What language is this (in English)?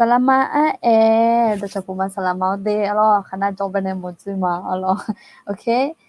Akha